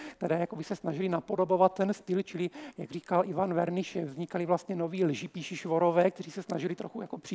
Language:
Czech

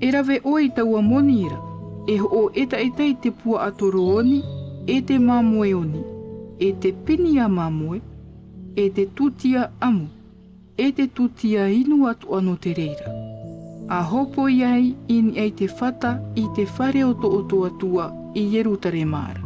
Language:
Tahitian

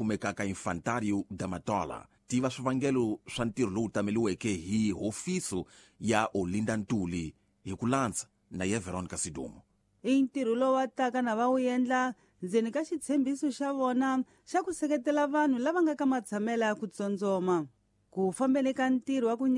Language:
Tsonga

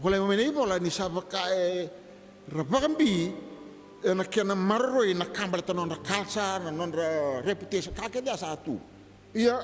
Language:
Fijian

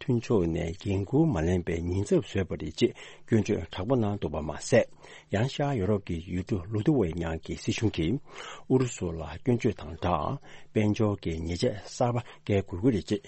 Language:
Tibetan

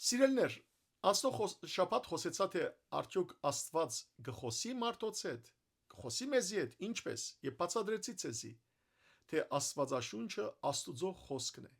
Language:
Western Armenian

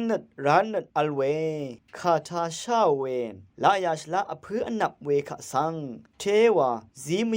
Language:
Rawang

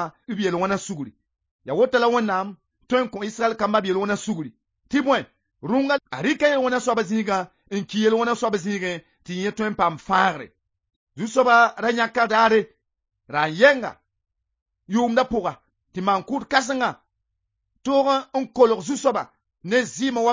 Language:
Mossi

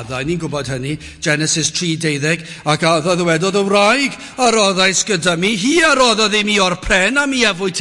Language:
Welsh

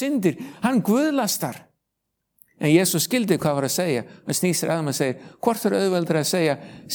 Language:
Icelandic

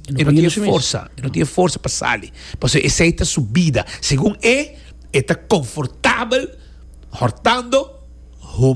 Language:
Papiamento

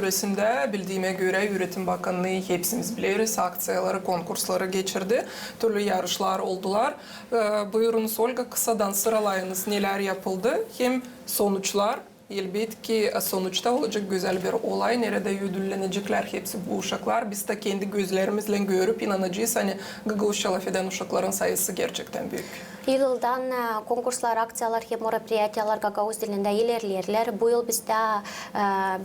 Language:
Gagauz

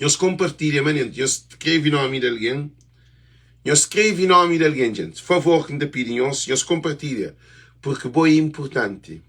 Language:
Kabuverdianu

